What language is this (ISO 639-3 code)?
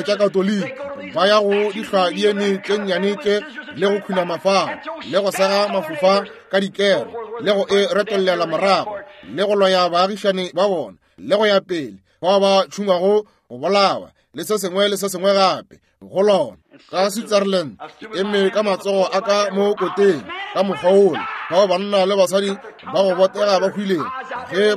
nso